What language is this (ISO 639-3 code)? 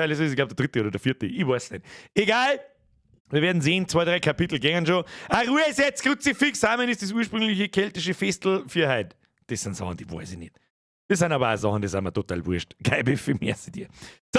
bar